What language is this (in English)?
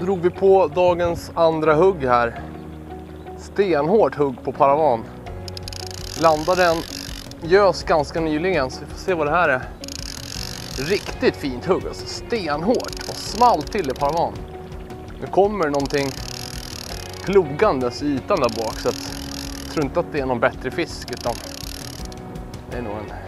Swedish